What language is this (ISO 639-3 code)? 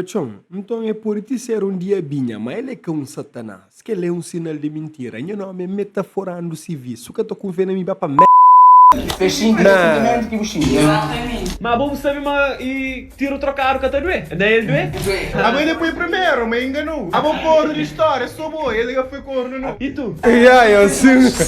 kea